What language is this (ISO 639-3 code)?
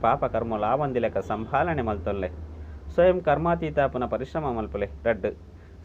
tcy